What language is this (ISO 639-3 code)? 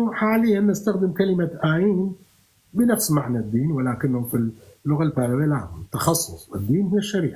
apc